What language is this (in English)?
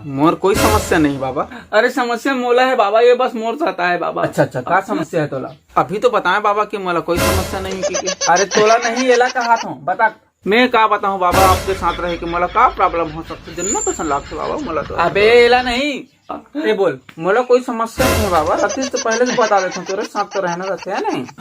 Chhattisgarhi